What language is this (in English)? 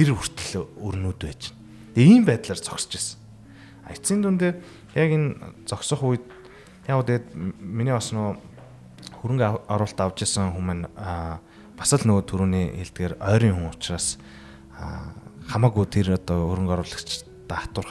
Mongolian